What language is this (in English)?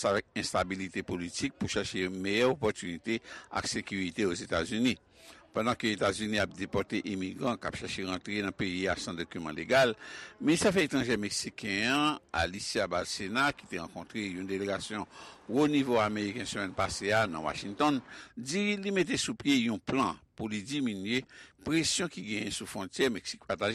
Haitian Creole